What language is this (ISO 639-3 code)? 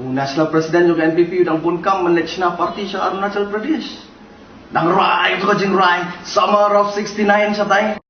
kha